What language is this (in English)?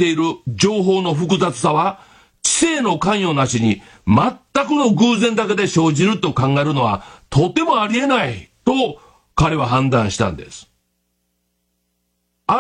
Japanese